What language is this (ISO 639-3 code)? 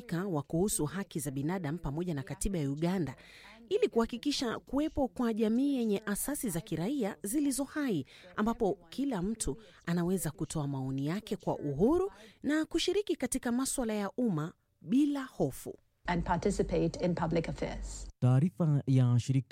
swa